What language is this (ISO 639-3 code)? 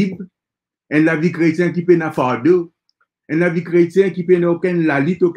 mfe